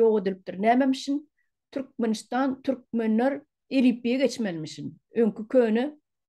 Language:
Turkmen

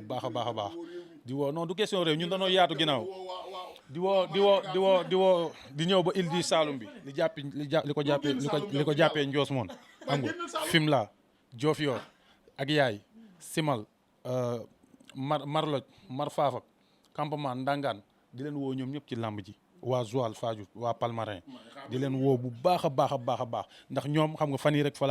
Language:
Wolof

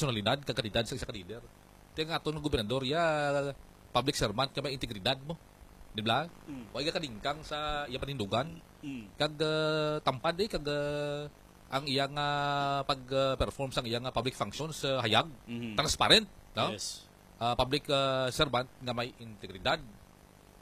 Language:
Hiligaynon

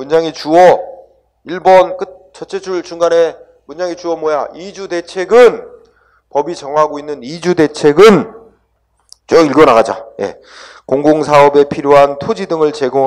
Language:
Korean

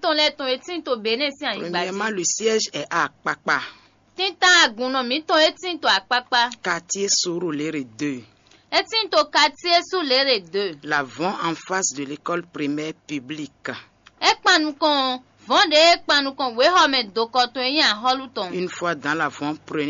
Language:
Fon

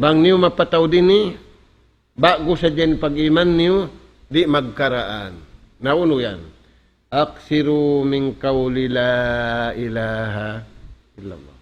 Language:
Tausug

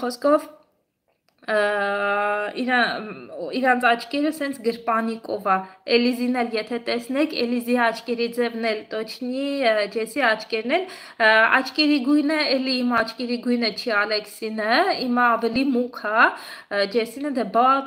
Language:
Armenian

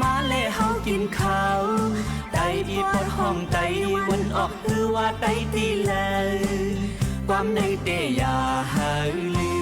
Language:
Shan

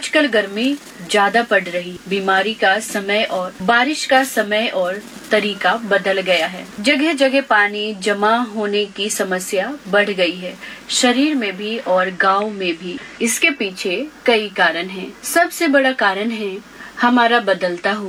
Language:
Hindi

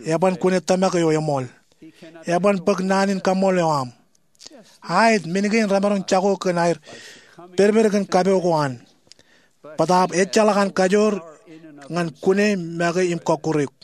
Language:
Marshallese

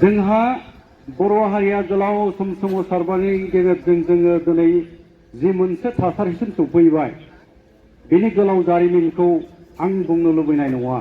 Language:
Bodo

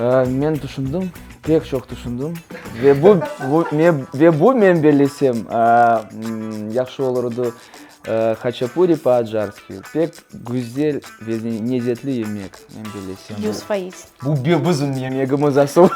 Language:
Crimean Tatar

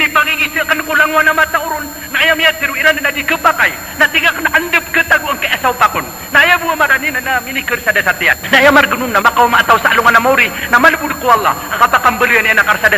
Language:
Maranao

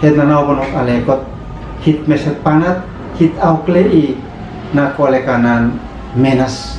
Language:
Uab Meto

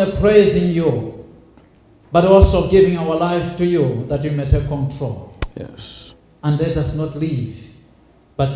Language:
Nyanja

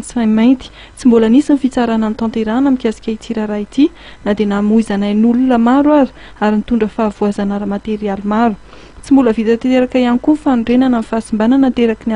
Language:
Malagasy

